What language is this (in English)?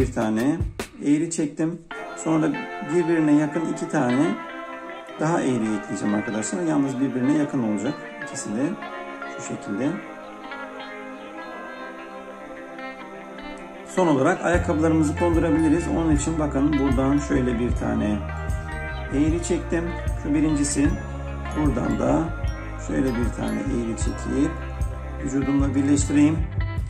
Turkish